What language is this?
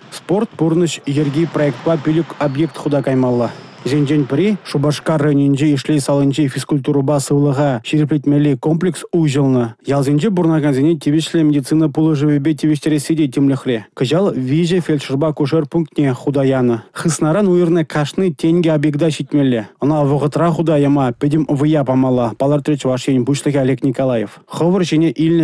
Chuvash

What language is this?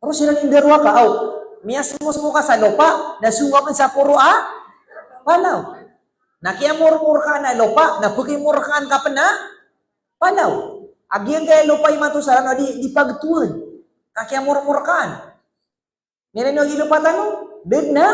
Maranao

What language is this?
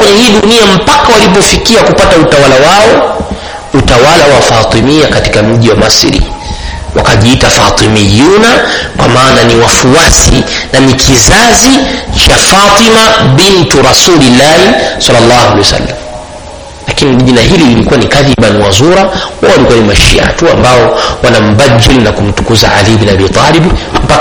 Swahili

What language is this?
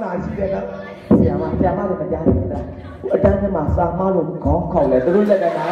Burmese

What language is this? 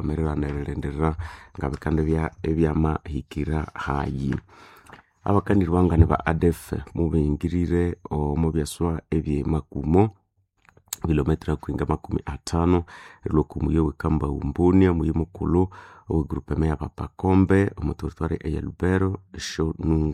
Nande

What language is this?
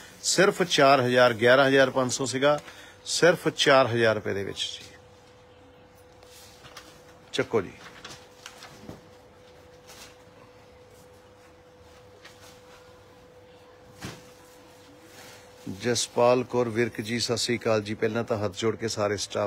Punjabi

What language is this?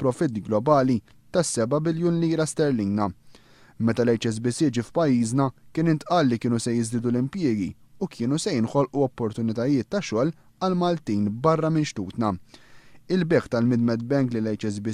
Maltese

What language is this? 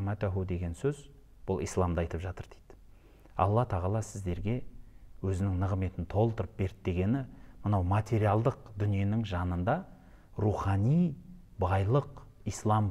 Kazakh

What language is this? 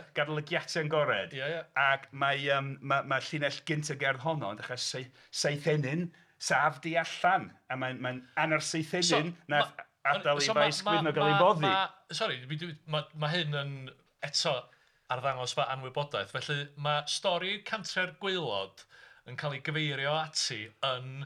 Welsh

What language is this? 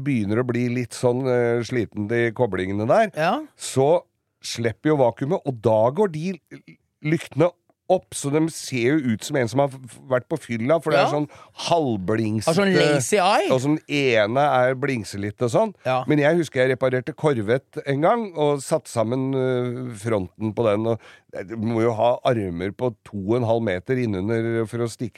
Norwegian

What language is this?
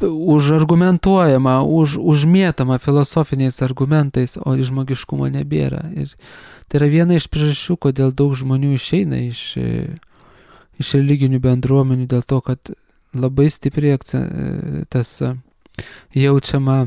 Lithuanian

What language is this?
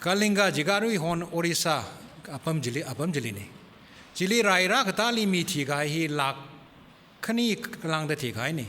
Tangkhul Naga (India)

